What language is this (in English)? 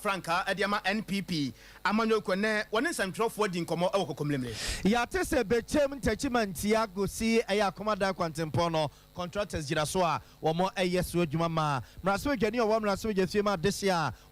Akan